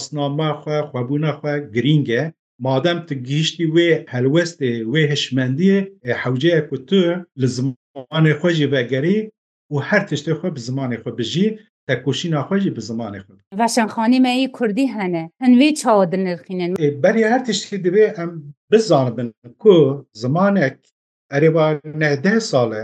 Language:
Kurdish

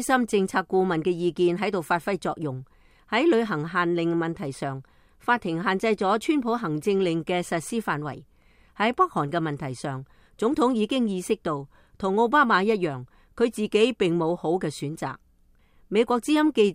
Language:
Cantonese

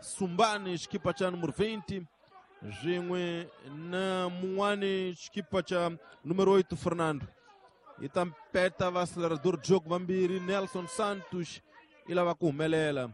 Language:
Tsonga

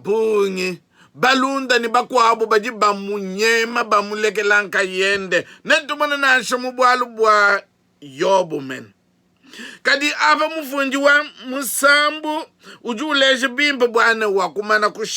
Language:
Luba-Lulua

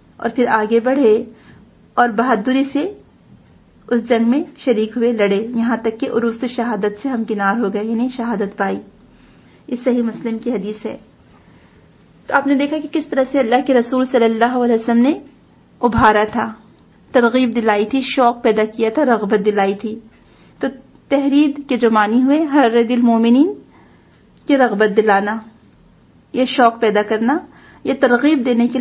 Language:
Urdu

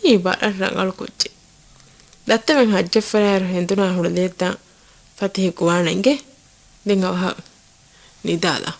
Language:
Divehi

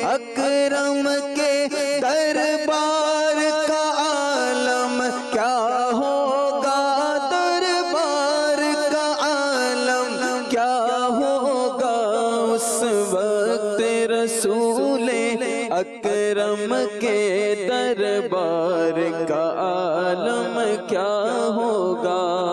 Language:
Urdu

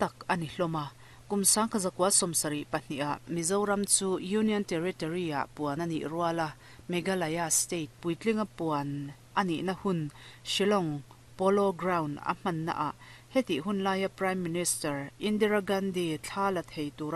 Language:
Mizo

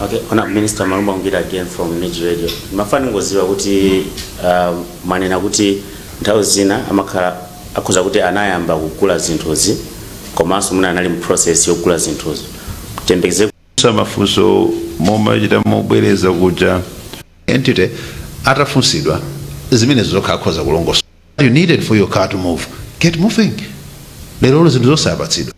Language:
Nyanja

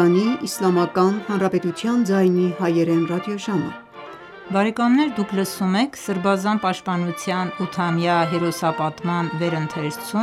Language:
Armenian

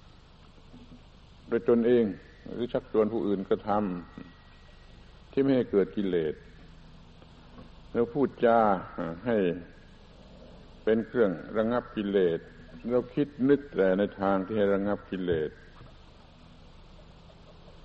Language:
Thai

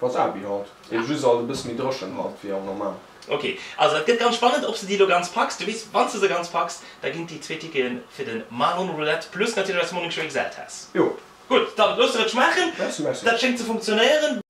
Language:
Luxembourgish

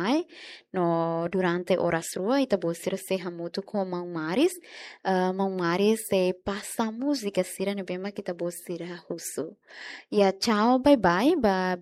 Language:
Tetum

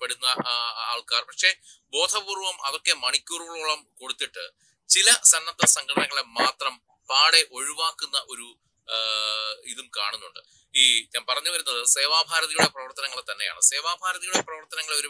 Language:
Malayalam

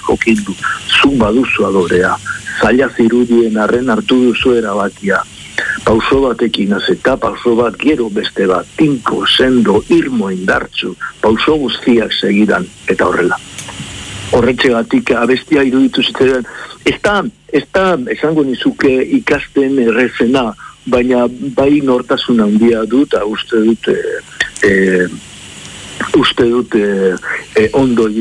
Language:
Basque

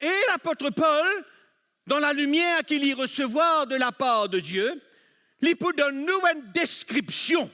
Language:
Morisyen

